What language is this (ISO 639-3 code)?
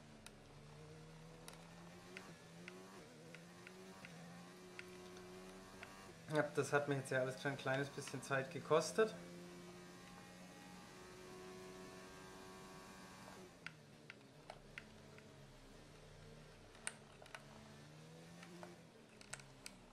deu